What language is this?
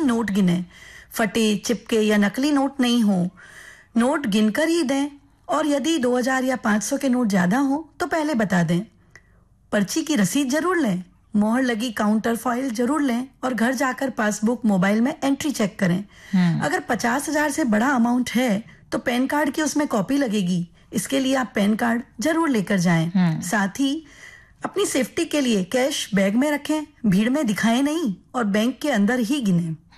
Hindi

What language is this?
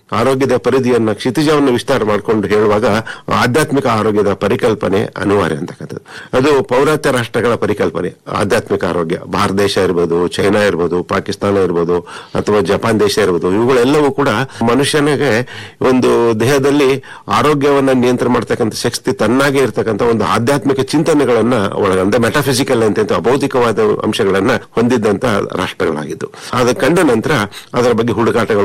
Kannada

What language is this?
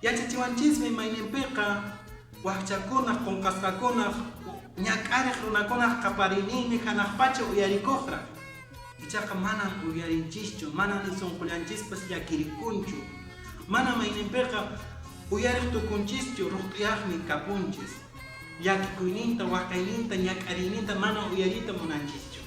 Quechua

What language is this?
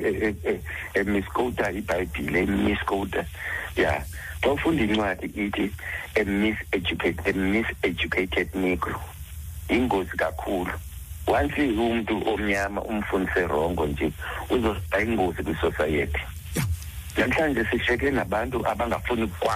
Xhosa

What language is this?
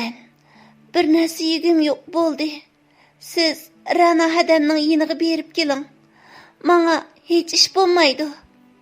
Uyghur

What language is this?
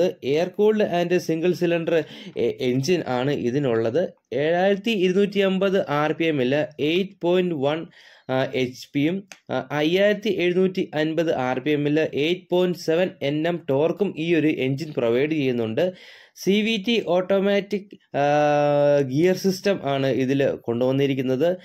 Malayalam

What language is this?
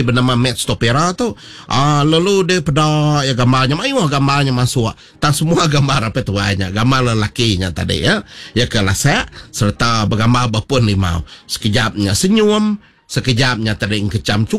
Iban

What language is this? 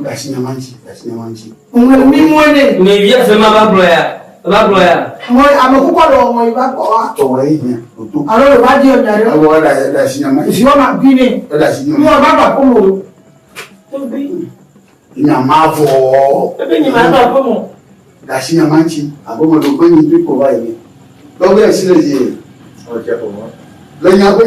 Ewe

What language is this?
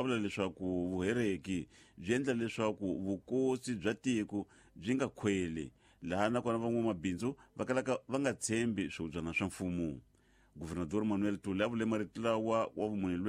Tsonga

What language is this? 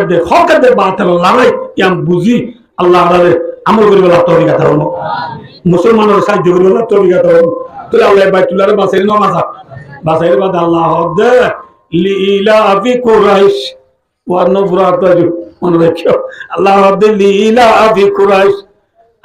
Rohingya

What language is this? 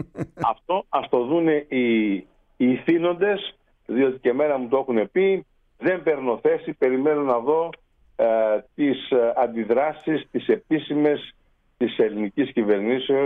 Greek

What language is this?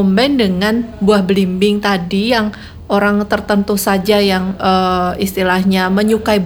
Indonesian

